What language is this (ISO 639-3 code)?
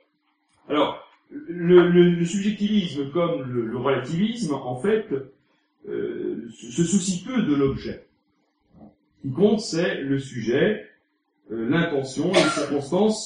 fra